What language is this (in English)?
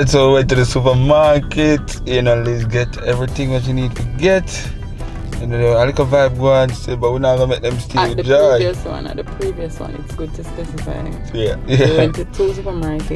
Jamaican Creole English